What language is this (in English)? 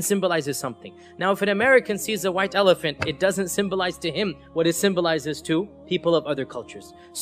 English